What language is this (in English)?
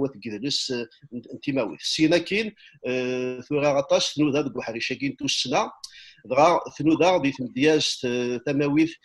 Kabyle